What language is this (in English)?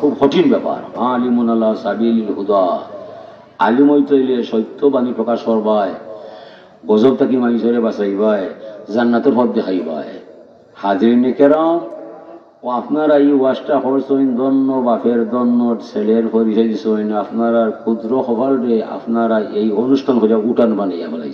Sylheti